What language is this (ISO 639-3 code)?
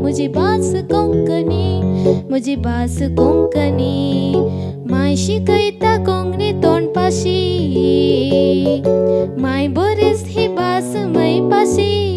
kok